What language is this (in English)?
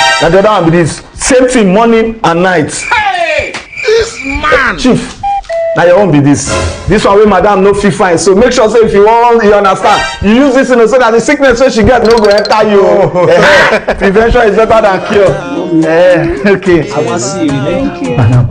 Nigerian Pidgin